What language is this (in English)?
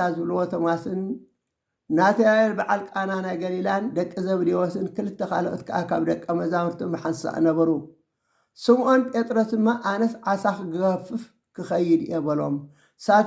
Tigrinya